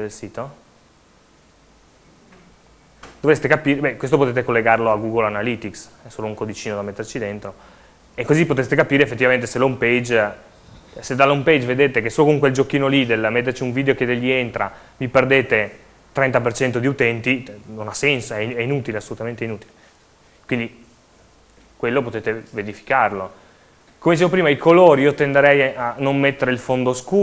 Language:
Italian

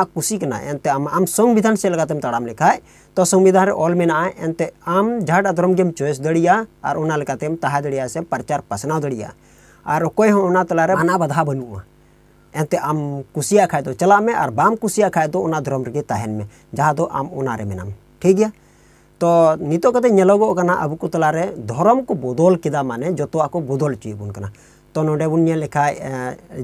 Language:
Santali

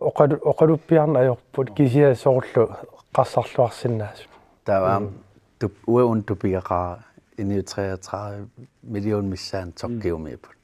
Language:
Kalaallisut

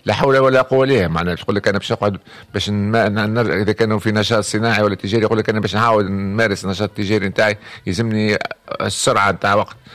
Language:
Tunisian Arabic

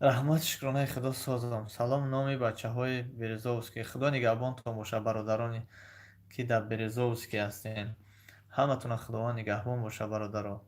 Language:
Tajik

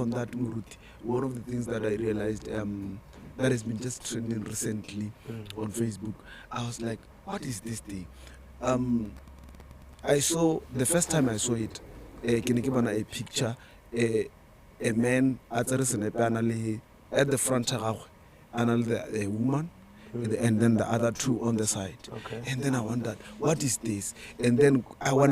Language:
Tswana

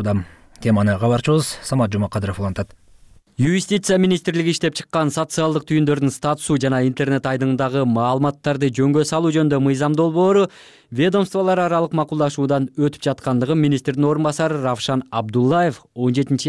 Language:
Kyrgyz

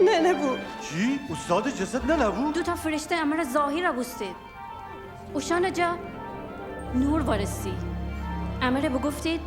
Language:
Gilaki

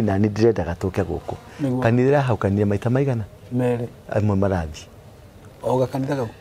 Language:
Kikuyu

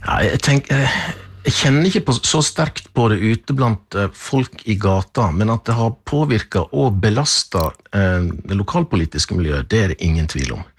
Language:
Norwegian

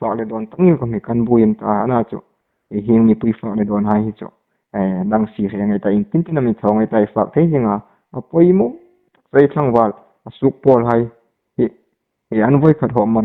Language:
Hmar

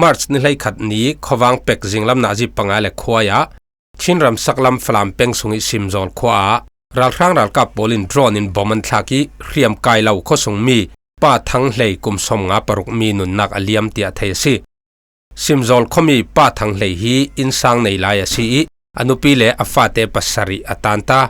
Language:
Falam Chin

